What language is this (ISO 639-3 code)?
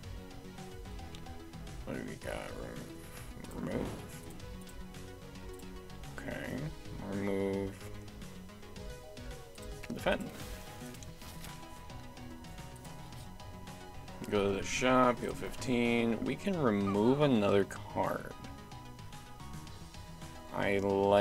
eng